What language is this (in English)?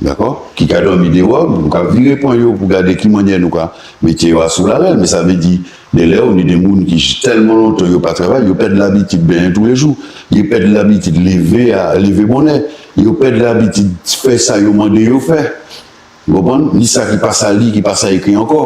Guadeloupean Creole French